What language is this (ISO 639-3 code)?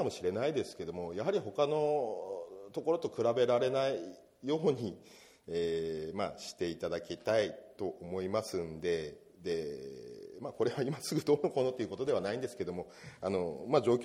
jpn